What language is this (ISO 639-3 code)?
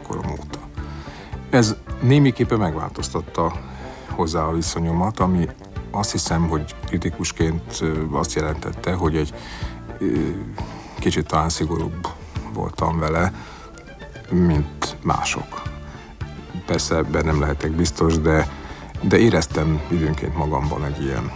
hun